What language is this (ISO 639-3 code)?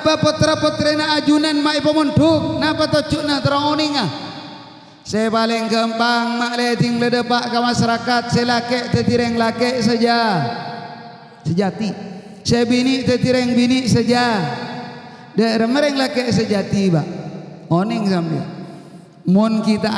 mad